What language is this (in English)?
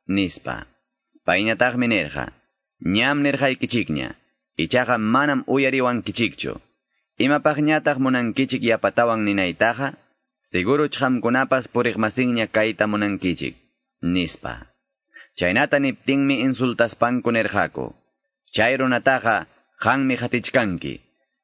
Quechua